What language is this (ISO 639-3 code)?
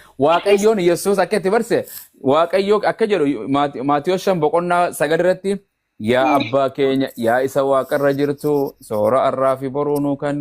orm